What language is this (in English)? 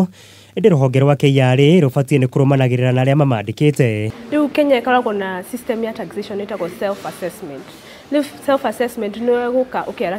Kikuyu